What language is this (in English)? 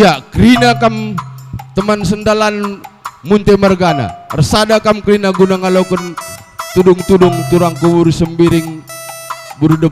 Batak Karo